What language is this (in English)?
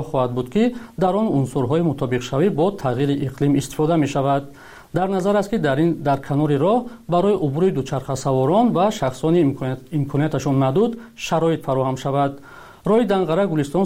Persian